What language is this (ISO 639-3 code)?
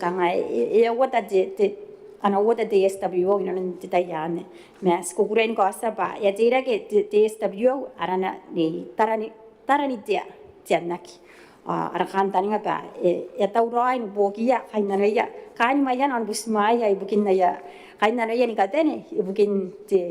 gil